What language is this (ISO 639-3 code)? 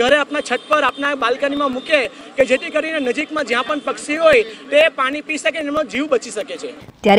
guj